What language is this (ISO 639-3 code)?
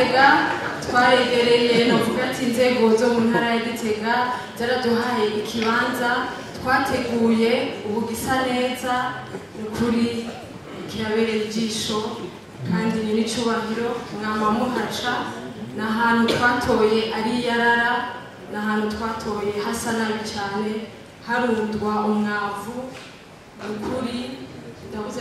run